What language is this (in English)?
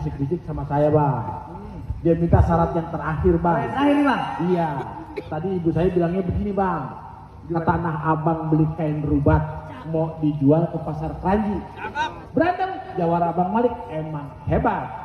Betawi